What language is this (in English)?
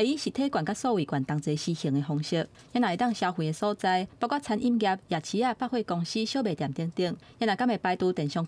Min Nan Chinese